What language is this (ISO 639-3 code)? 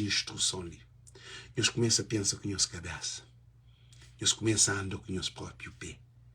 kea